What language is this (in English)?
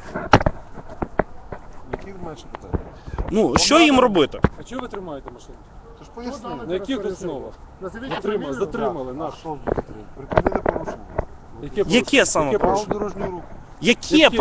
Ukrainian